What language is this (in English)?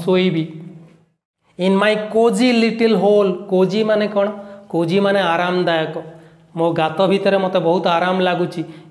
Odia